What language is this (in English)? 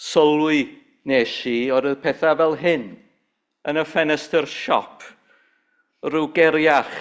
Welsh